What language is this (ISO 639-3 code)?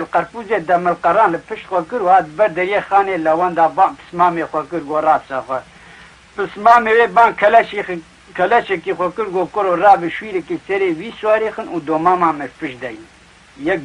kur